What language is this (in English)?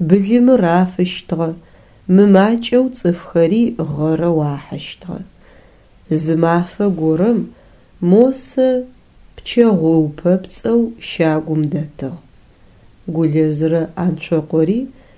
Adyghe